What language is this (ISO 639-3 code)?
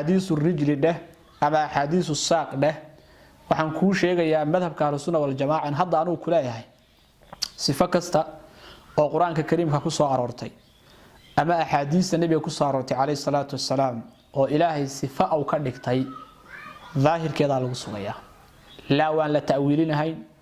som